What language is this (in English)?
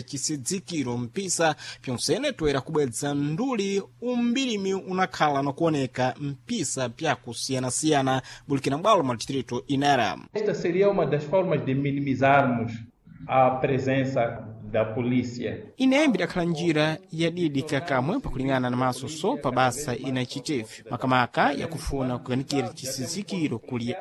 Sena